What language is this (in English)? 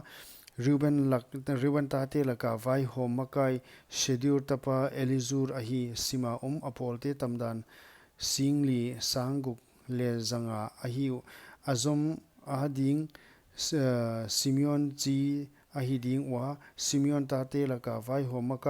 Paite Chin